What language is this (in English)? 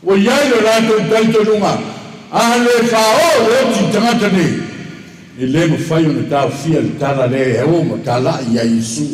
Samoan